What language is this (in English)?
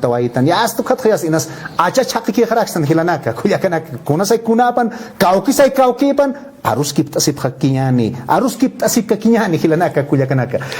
Aymara